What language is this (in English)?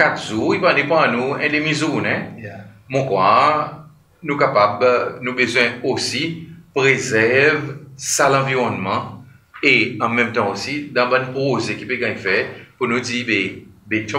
Seselwa Creole French